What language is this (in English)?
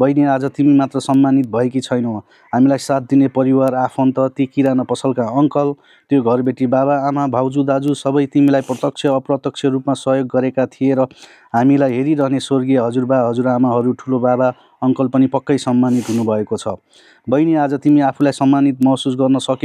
Nepali